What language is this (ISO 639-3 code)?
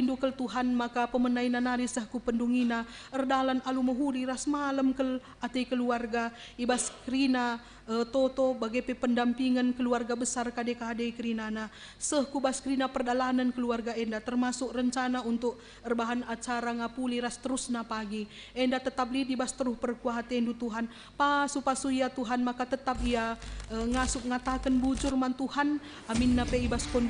btx